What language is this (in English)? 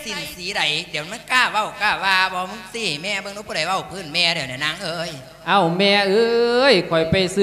Lao